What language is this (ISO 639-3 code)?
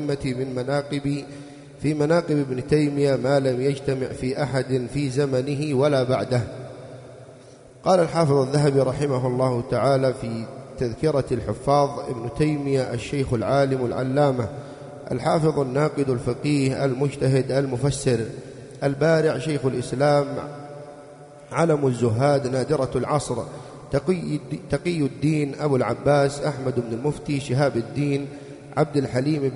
ara